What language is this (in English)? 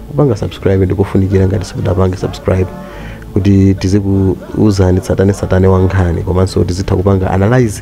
Nyanja